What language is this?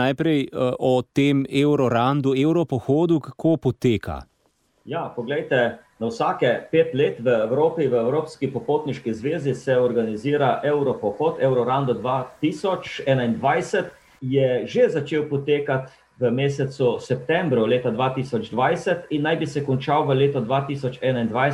Slovenian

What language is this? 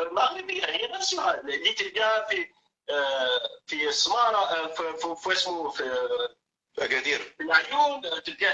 Algerian Arabic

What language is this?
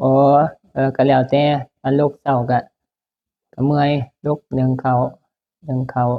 Northeastern Thai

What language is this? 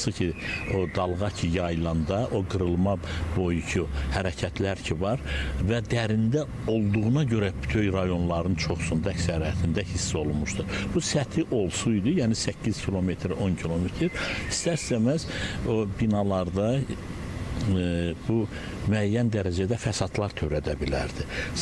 Azerbaijani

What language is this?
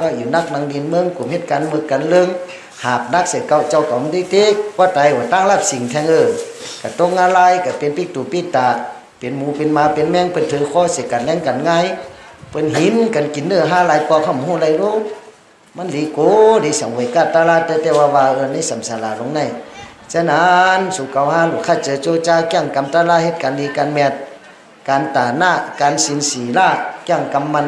Shan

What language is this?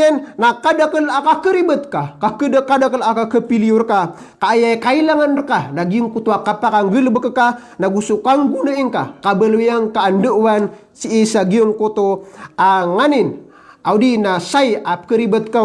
Maranao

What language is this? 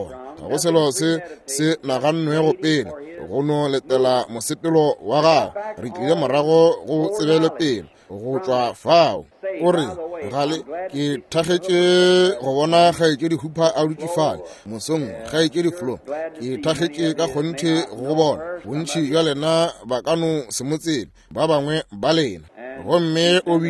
Northern Sotho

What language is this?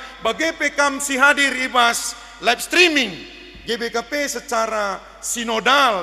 Batak Karo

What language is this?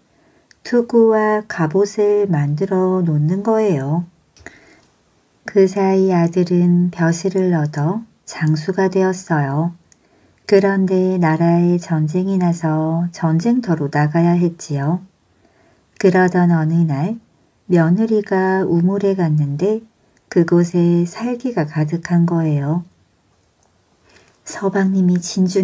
Korean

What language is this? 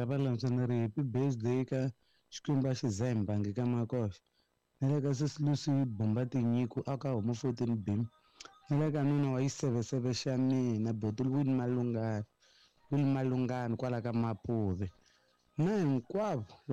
Tsonga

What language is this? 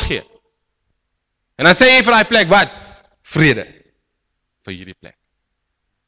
Afrikaans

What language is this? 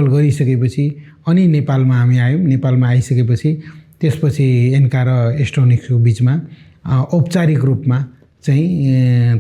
Nepali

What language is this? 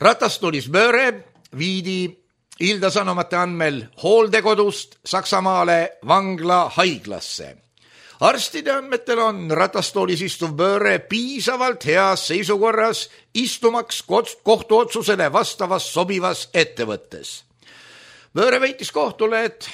Estonian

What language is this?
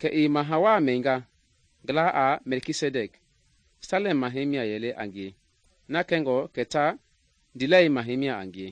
Mende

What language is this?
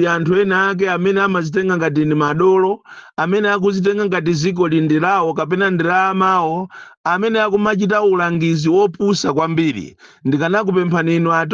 Nyanja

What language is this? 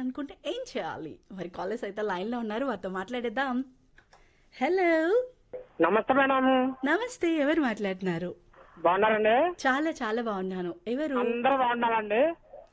Telugu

